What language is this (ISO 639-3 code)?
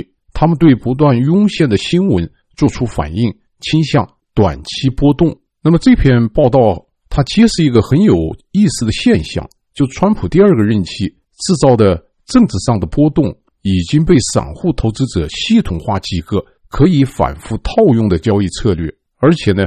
zho